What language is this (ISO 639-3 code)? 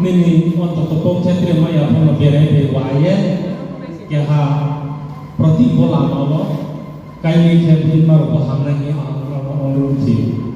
ria